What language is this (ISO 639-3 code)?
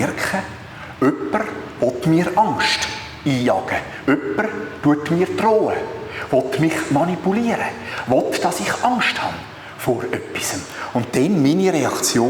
gsw